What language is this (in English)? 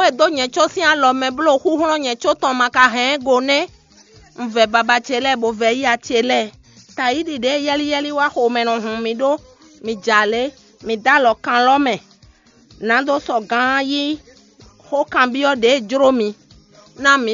Fon